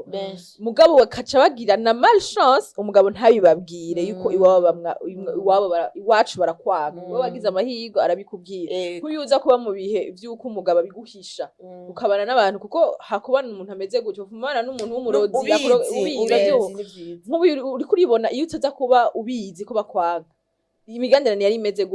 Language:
Rundi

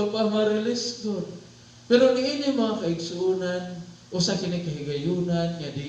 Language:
Cebuano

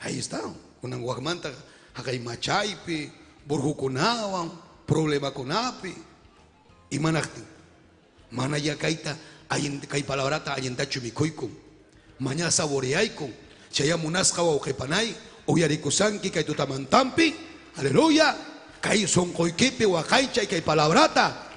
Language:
Ayacucho Quechua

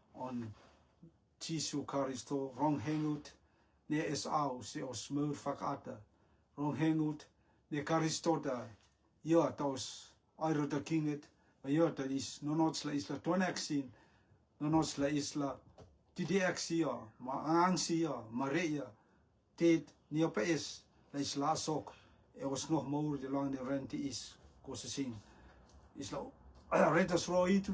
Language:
Rotuman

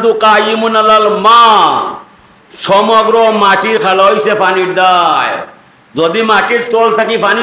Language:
Sylheti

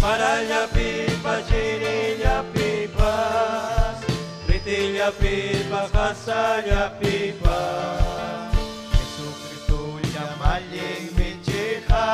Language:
Ayacucho Quechua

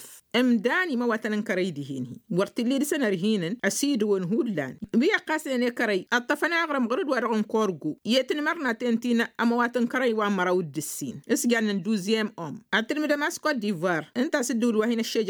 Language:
Tamasheq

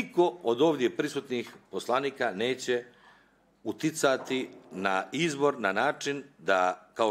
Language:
Bosnian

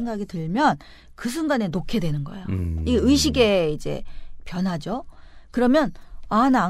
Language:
Korean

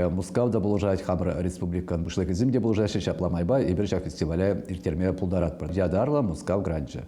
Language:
Chuvash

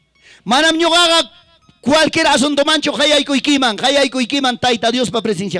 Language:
Ayacucho Quechua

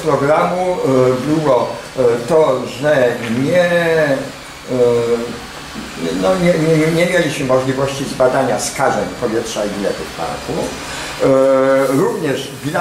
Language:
Polish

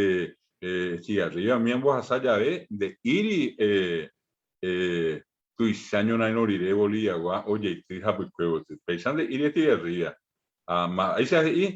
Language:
Guarani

